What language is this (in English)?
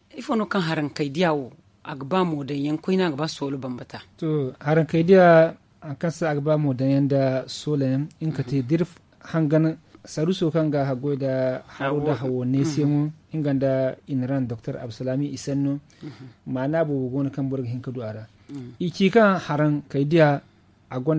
Zarma